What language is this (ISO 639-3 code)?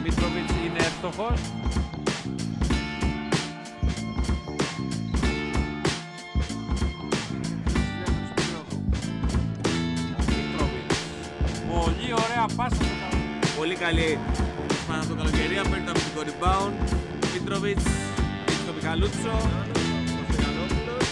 ell